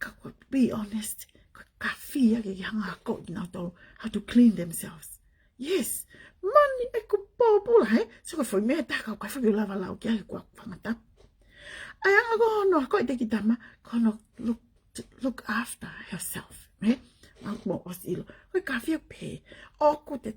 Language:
Tongan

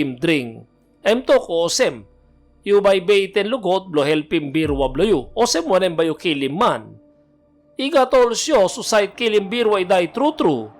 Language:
Tok Pisin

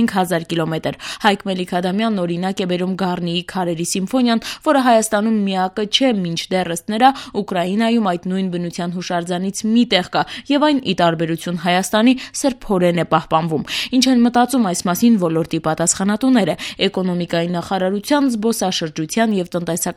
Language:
Armenian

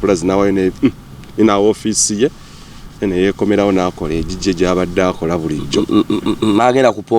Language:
Ganda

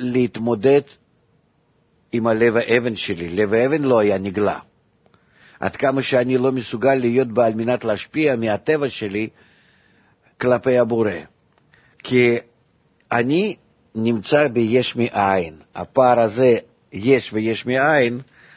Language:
Hebrew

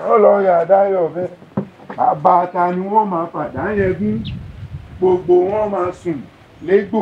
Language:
Yoruba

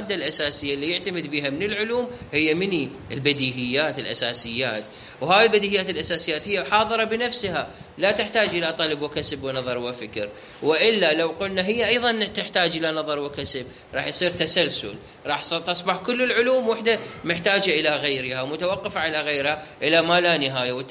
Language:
Mesopotamian Arabic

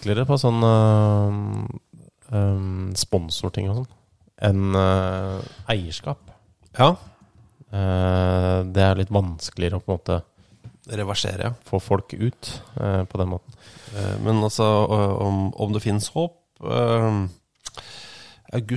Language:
Norwegian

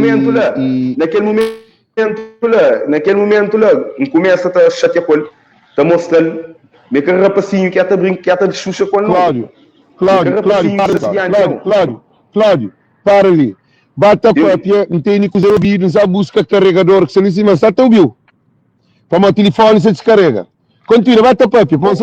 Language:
Kabuverdianu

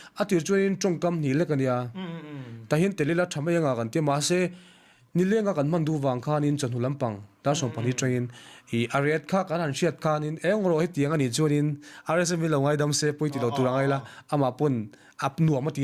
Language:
Mizo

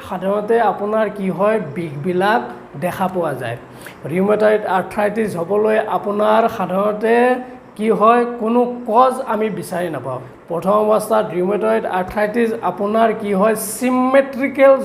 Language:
Assamese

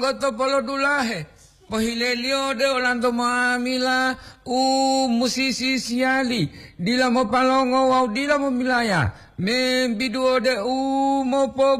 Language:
Gorontalo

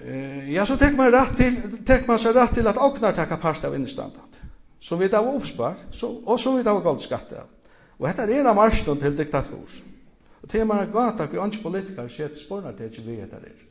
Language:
Faroese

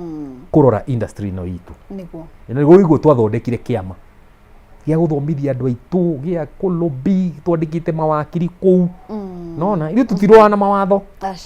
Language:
Kikuyu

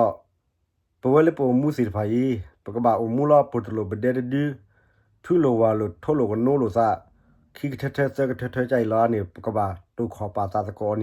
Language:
S'gaw Karen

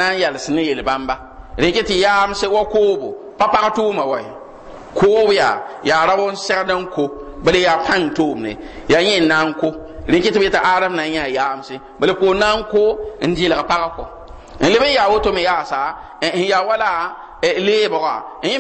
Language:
Mossi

